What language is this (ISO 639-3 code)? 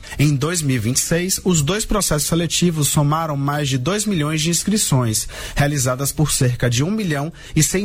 por